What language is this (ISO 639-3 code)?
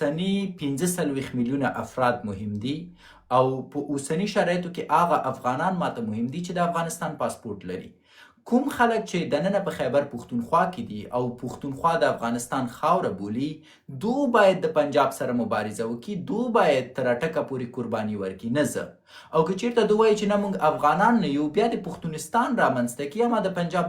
pus